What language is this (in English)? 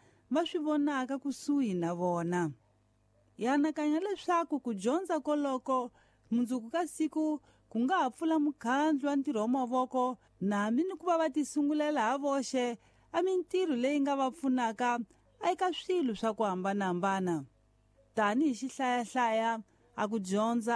Tsonga